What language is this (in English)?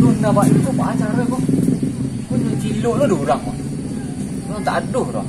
Minangkabau